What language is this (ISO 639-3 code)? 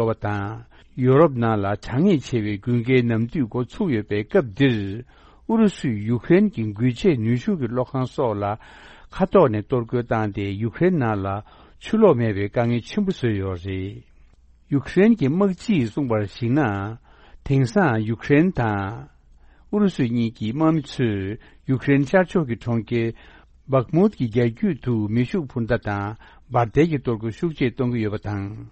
bod